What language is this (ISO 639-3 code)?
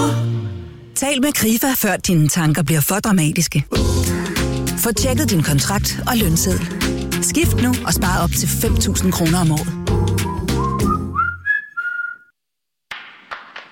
dan